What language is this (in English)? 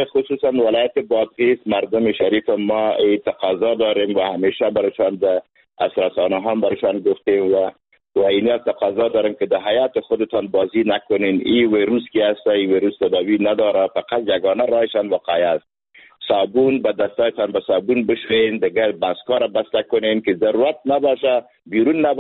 Persian